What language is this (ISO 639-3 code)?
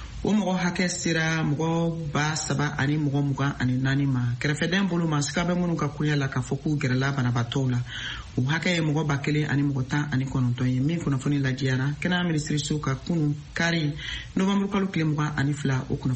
bam